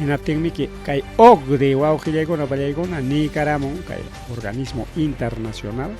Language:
Ayacucho Quechua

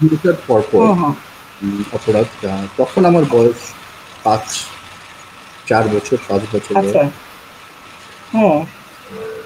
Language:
Bangla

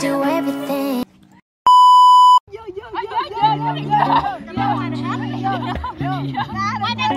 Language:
Vietnamese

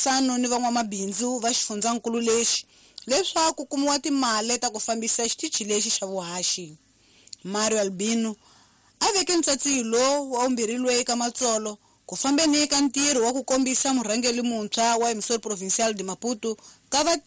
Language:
Tsonga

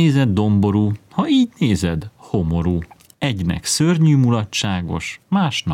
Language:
Hungarian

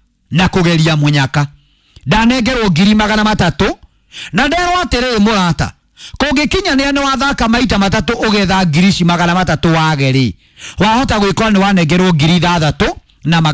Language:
Kikuyu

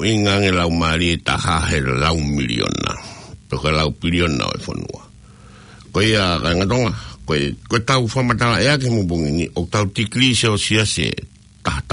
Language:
Tongan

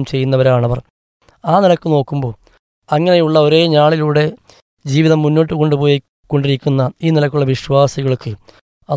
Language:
Malayalam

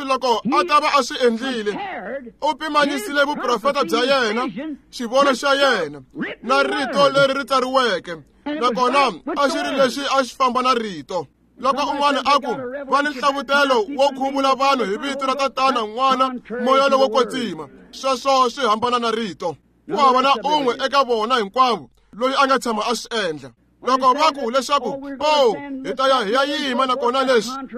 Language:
Tsonga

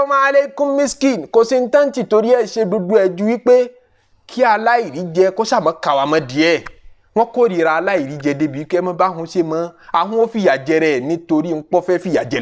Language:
Yoruba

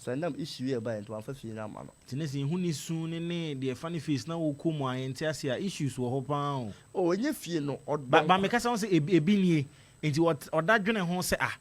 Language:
Akan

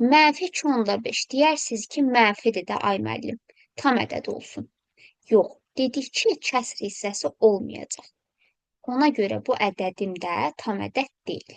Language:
Azerbaijani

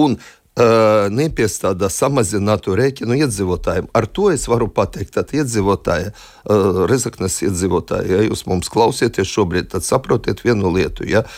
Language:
Latvian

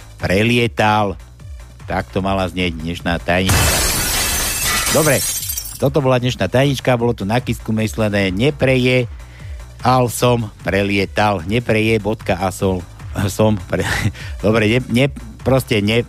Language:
Slovak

